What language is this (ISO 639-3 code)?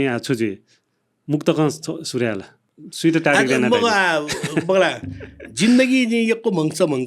new